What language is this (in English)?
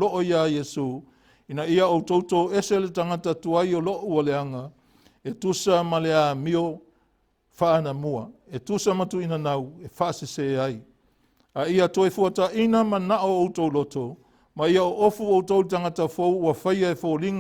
Samoan